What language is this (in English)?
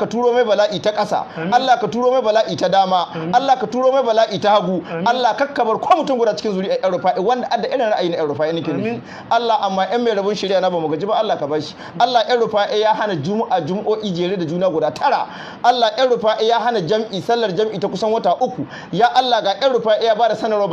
Hausa